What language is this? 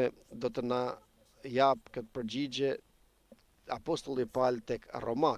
Albanian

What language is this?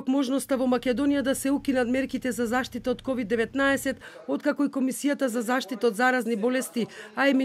Macedonian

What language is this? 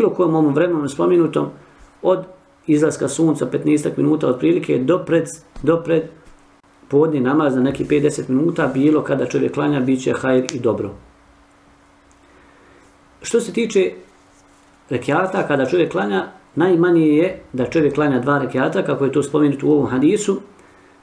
Bosnian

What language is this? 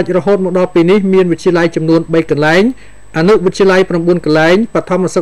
Khmer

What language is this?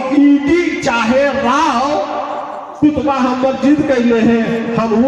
Magahi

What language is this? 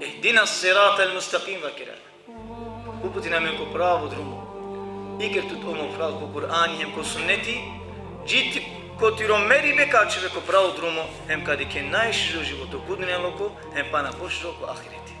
Balkan Romani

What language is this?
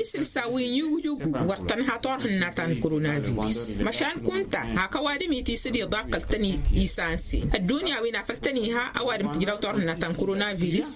Tamasheq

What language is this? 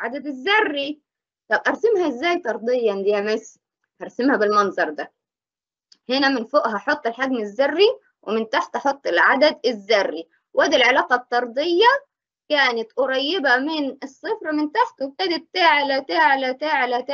Egyptian Arabic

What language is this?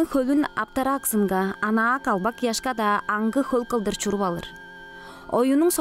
Tuvinian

